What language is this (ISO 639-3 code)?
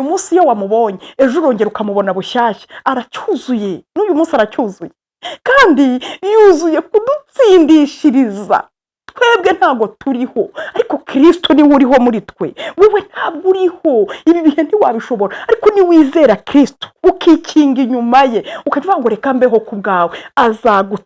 kin